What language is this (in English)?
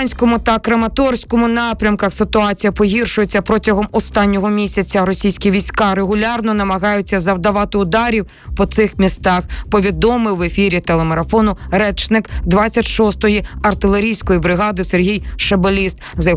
Ukrainian